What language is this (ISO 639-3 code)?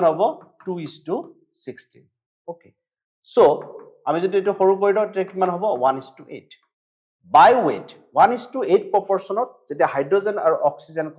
asm